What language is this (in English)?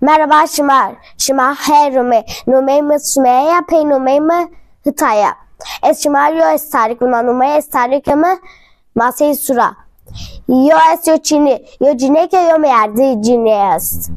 Zaza